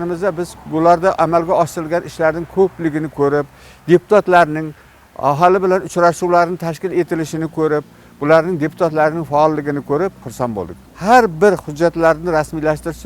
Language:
Uzbek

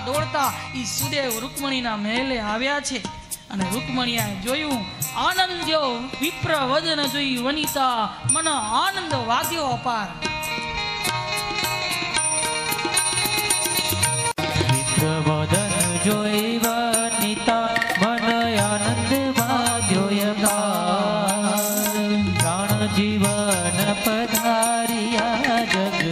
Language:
Gujarati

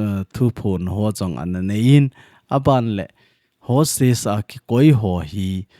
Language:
Thado Chin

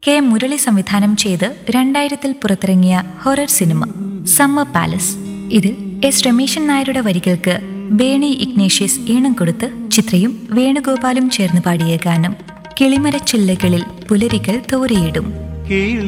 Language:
Malayalam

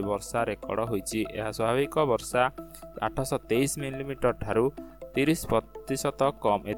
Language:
Odia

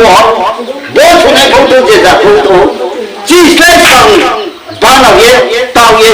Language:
Riang (India)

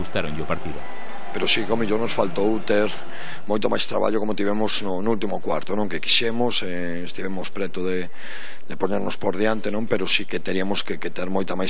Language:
Galician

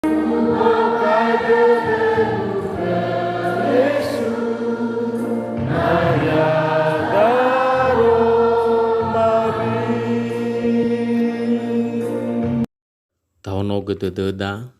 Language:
Nias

